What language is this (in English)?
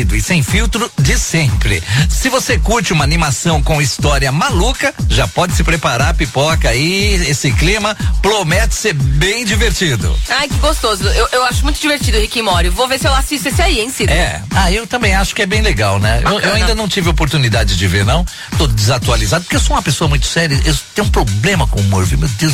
Portuguese